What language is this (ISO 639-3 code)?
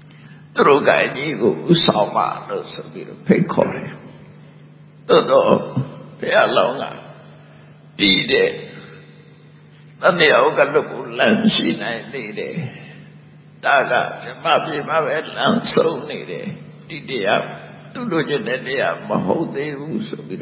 mya